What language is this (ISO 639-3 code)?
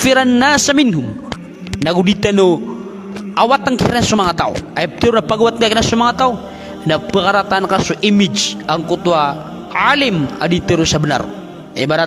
mrw